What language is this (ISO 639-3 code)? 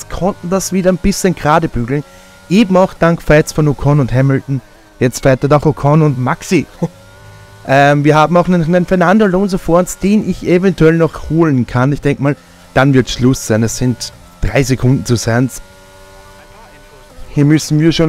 deu